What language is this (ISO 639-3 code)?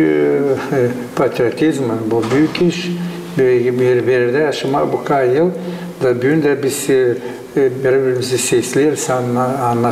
gag